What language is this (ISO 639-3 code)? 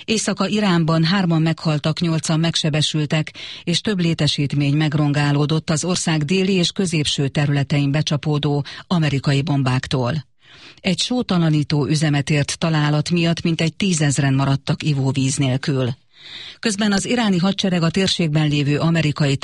hun